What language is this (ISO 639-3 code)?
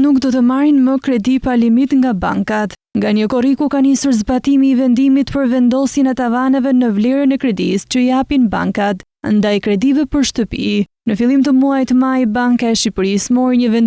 sqi